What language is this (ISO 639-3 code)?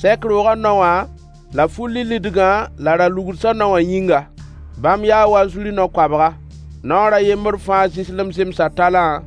mos